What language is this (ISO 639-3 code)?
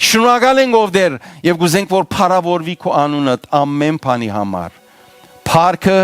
hyw